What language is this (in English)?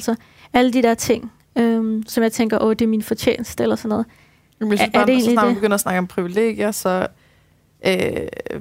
Danish